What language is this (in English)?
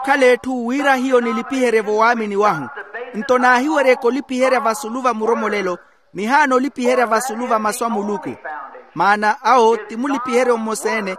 Makhuwa